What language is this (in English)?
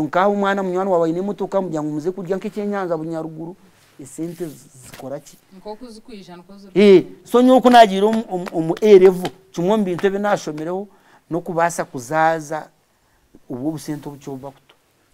Nyankole